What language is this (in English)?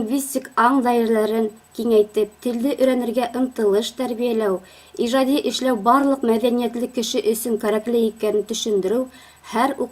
Bashkir